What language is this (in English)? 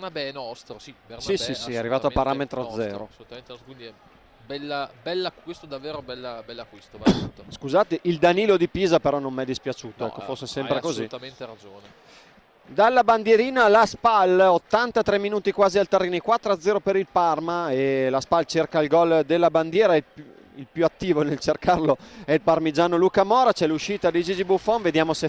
Italian